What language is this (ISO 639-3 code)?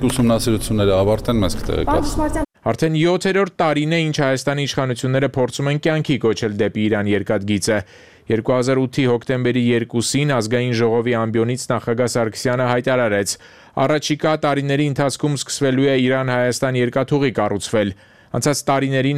hye